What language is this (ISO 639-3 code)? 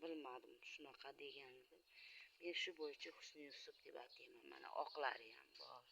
uzb